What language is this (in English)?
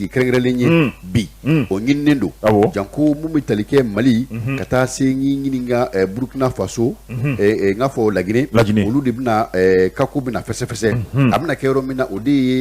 Bambara